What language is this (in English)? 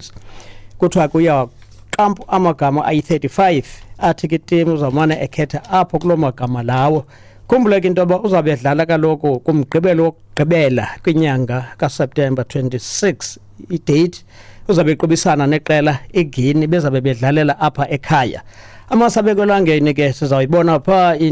Xhosa